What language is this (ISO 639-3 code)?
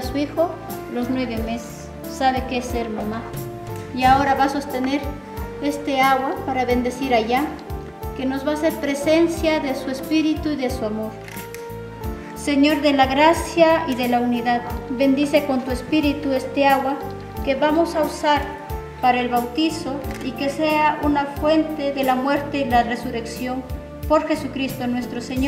spa